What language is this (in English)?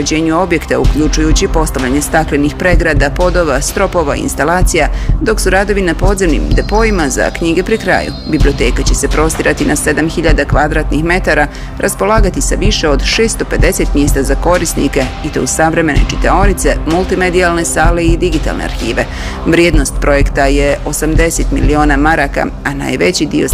Bosnian